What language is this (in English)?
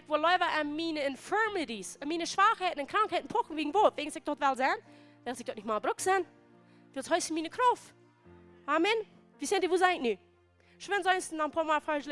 Plautdietsch